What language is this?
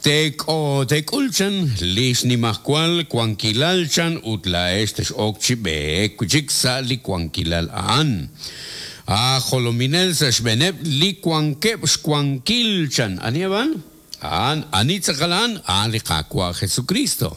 Kekchí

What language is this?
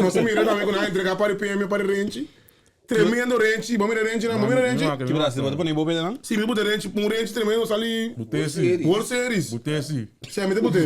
Papiamento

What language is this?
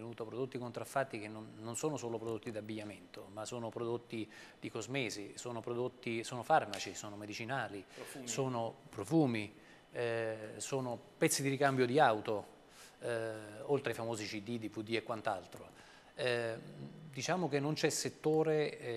Italian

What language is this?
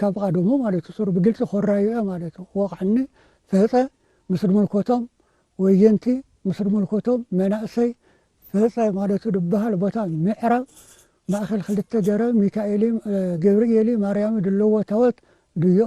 Tigrinya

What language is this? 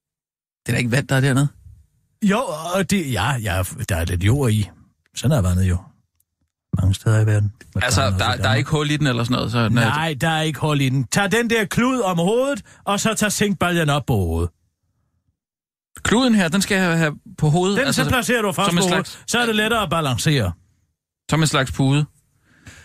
Danish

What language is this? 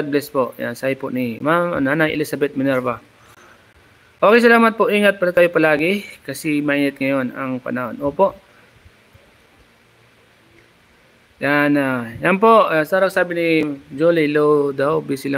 Filipino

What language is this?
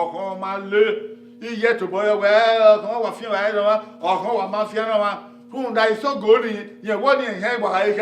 Bini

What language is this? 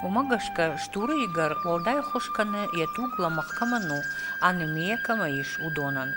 Ossetic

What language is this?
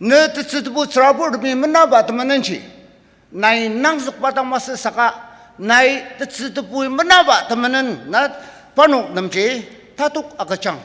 Ao Naga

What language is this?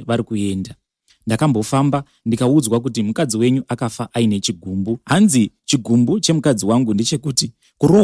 Shona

